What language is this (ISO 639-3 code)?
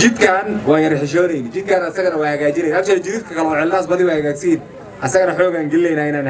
som